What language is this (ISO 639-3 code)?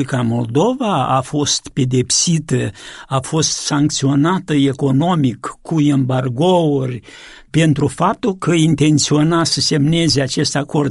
ron